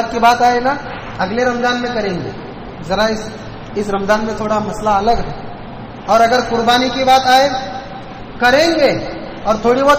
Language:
Urdu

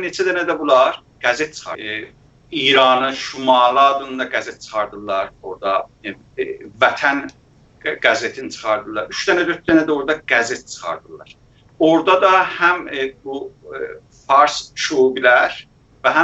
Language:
South Azerbaijani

